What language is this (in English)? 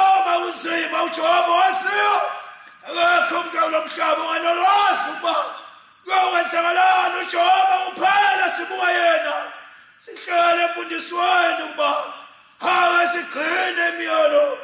Zulu